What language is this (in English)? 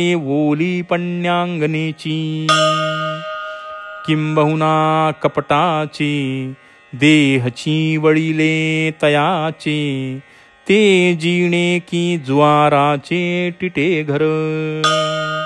Marathi